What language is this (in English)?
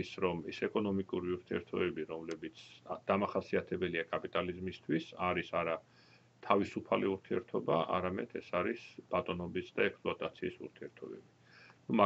Georgian